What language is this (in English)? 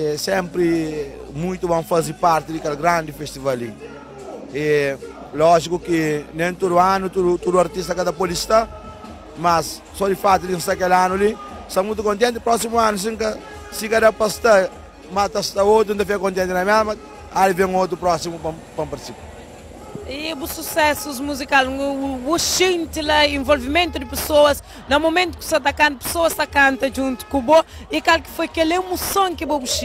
Kabuverdianu